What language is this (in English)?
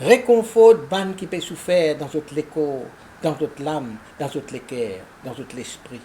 Morisyen